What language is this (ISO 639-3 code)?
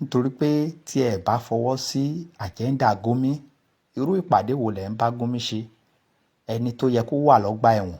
yor